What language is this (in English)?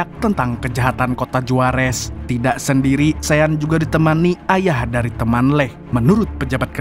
Indonesian